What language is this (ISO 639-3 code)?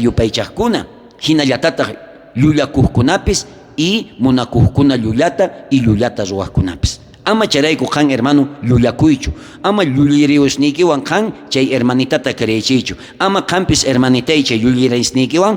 quh